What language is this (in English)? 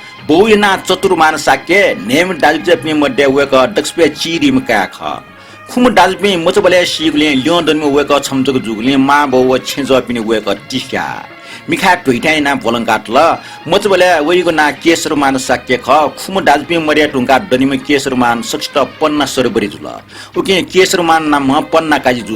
Newari